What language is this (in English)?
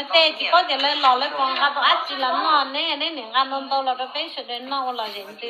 Hmong